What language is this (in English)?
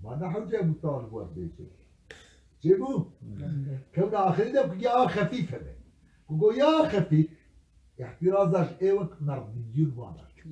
Kurdish